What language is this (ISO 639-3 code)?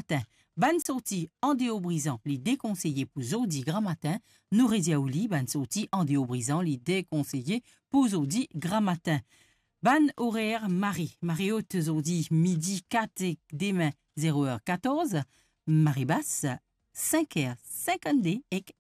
mfe